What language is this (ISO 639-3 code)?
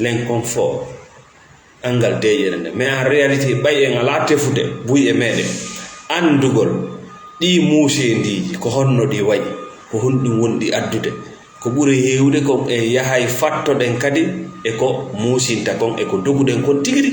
ful